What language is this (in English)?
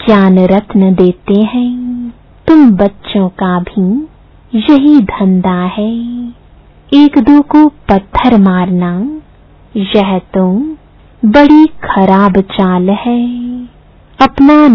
Hindi